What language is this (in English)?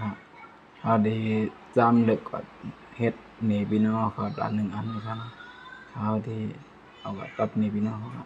Shan